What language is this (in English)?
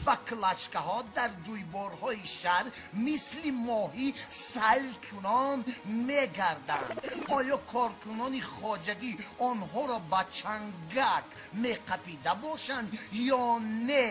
Tajik